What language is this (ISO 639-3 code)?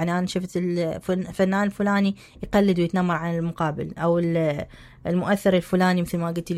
acm